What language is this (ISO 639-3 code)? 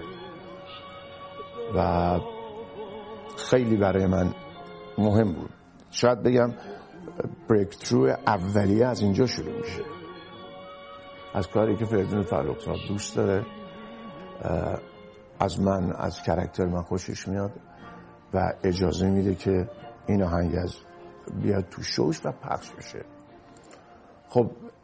fas